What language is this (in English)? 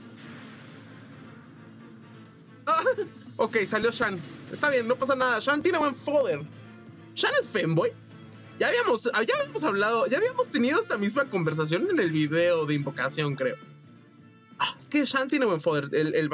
Spanish